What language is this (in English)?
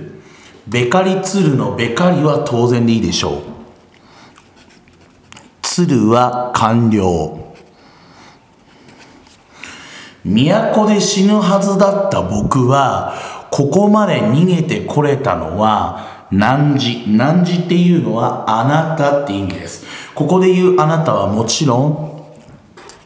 Japanese